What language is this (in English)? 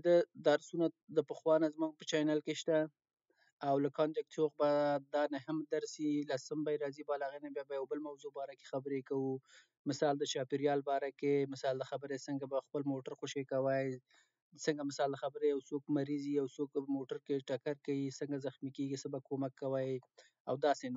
Pashto